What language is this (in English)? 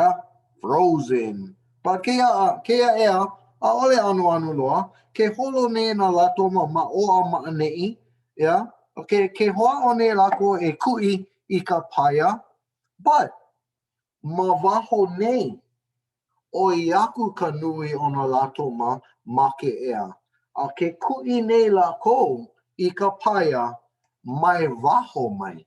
Hawaiian